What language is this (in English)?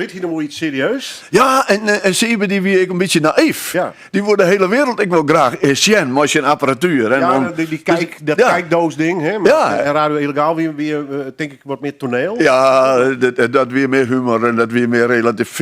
Western Frisian